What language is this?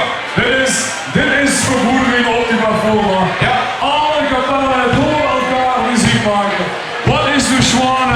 Limburgish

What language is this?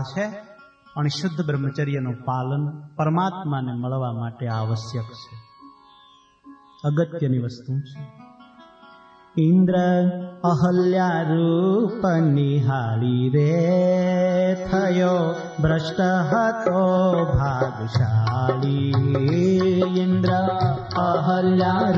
Gujarati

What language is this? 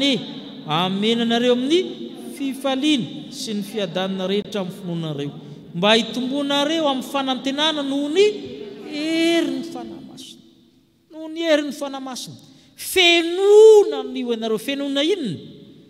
Malagasy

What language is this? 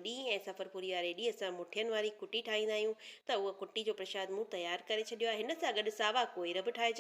Sindhi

